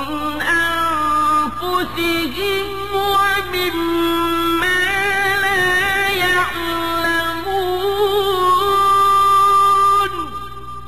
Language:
Arabic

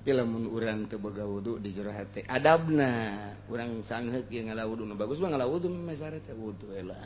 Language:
Sundanese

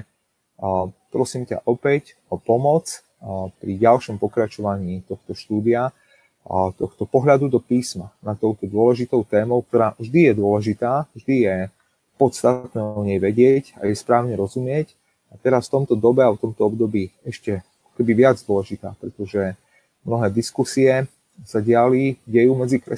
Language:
Slovak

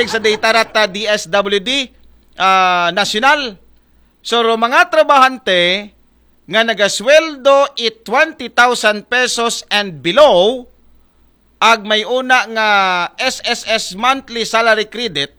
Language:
Aklanon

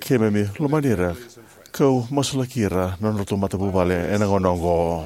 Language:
Fijian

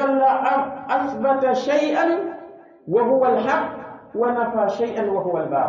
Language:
Pular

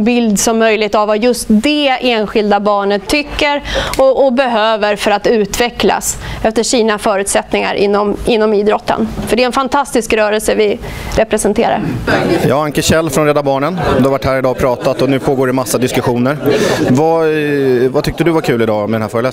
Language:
Swedish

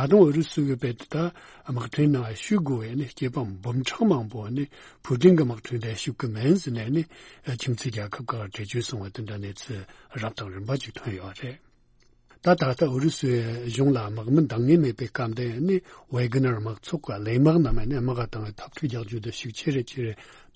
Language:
Tibetan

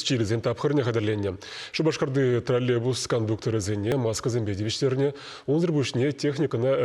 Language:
Chuvash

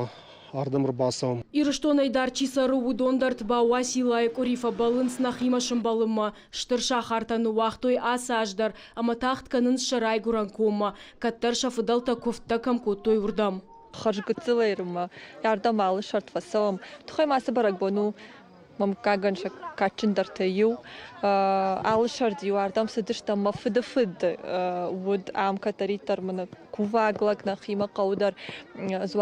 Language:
Ossetic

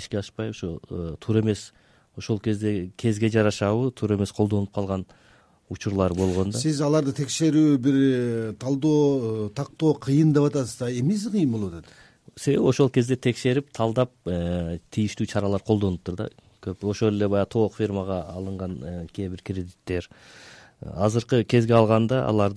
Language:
Kyrgyz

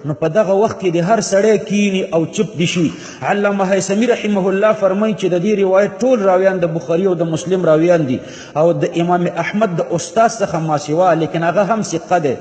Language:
Pashto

